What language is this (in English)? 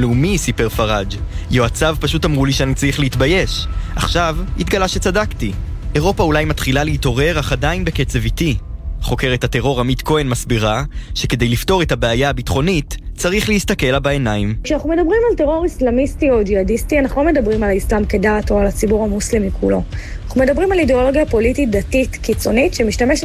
Hebrew